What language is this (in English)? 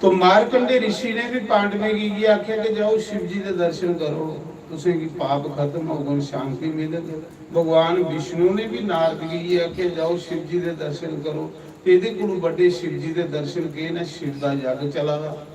Dogri